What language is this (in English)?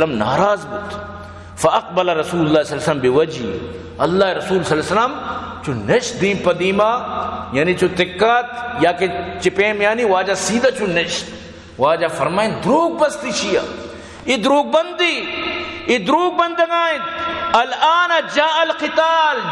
Eastern Balochi